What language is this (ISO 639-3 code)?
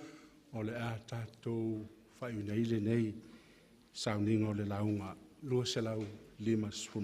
smo